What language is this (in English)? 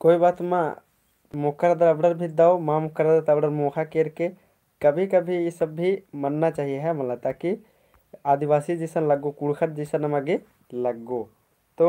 Kurukh